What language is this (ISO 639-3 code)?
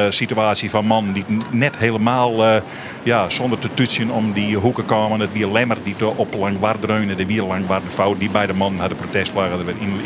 fry